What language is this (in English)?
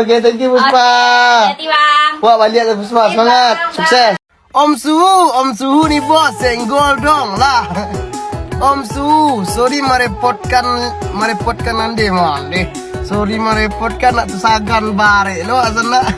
Minangkabau